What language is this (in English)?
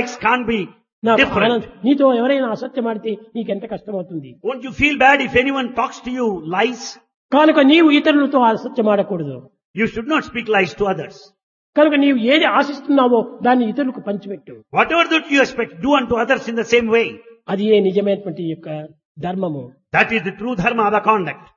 Telugu